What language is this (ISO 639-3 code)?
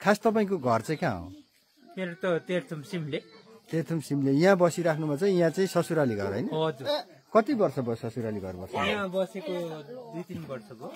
nep